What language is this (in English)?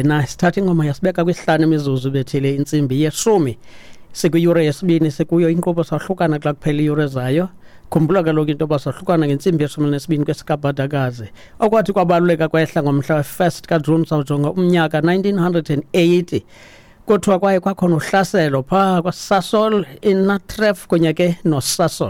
Xhosa